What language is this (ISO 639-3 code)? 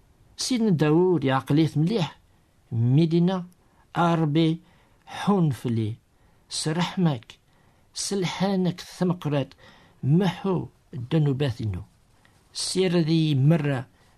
kab